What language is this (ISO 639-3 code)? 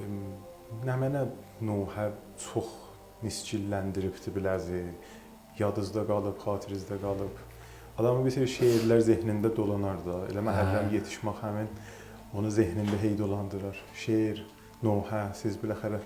aze